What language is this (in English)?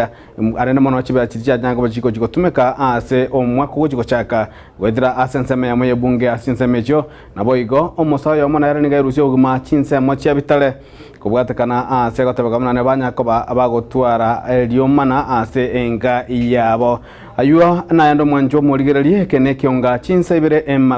Gusii